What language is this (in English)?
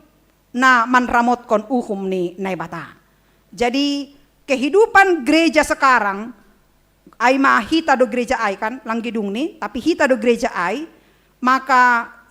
Batak Simalungun